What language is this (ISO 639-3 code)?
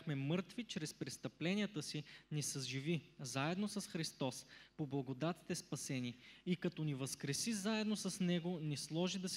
bul